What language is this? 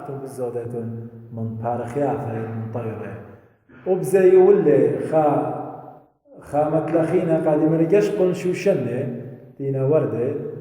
Assyrian Neo-Aramaic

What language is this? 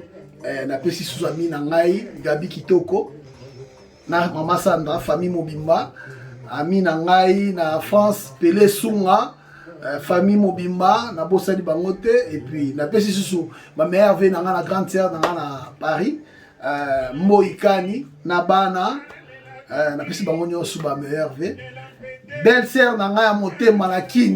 Lingala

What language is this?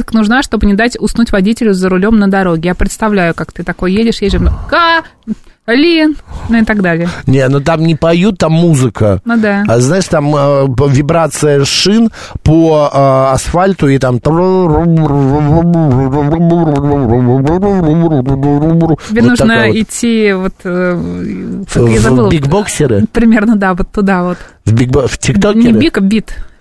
Russian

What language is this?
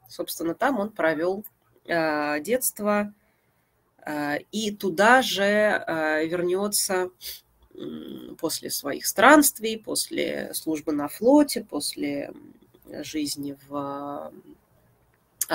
Russian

